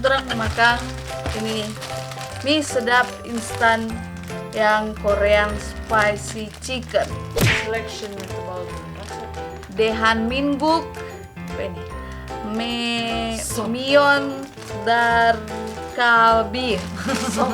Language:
Manado Malay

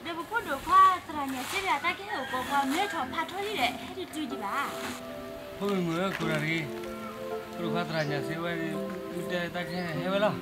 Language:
S'gaw Karen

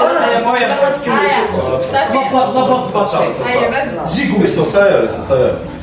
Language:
Kabyle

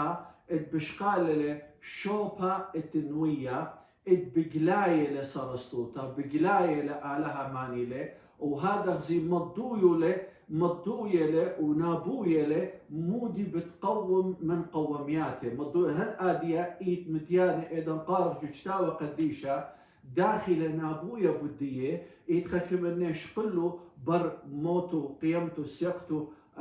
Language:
Assyrian Neo-Aramaic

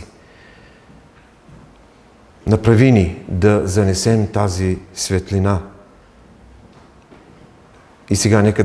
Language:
Bulgarian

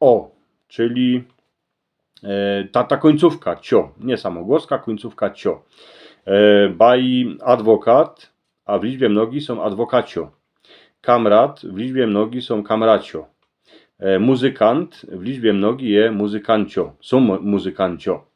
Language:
Silesian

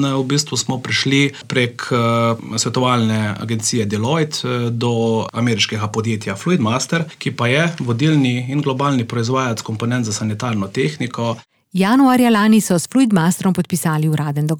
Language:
Slovenian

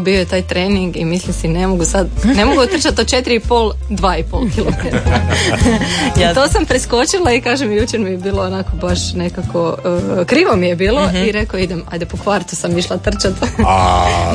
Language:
Croatian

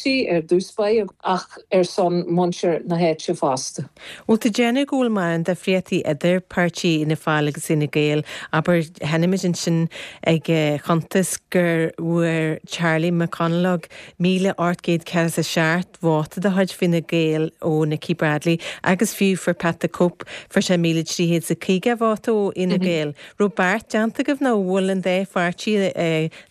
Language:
Irish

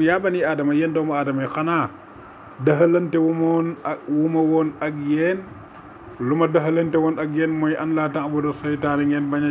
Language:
Wolof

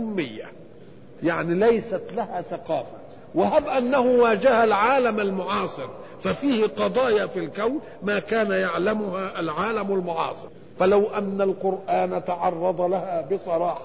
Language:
Arabic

